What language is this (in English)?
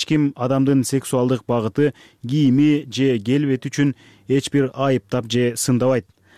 Kyrgyz